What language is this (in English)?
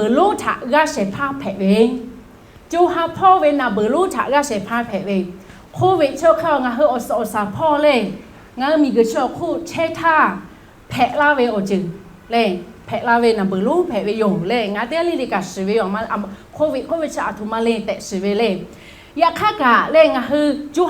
Lahu